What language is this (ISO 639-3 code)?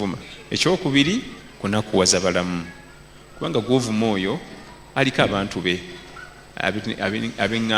lug